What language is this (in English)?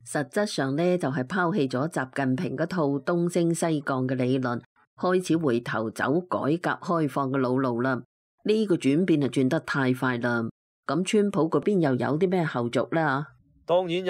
Cantonese